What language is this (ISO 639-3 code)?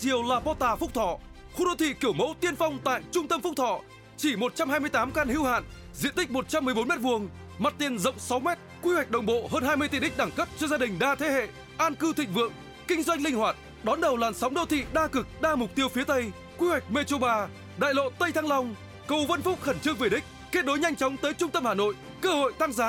vie